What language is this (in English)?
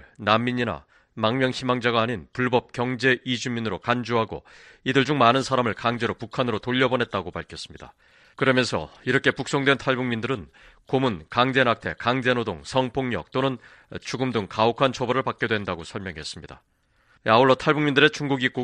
Korean